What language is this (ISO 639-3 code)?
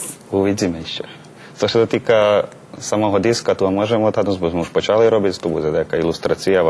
rue